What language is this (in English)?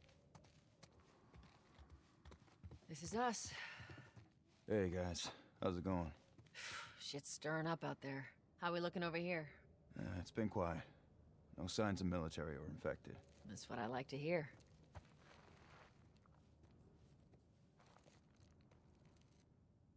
English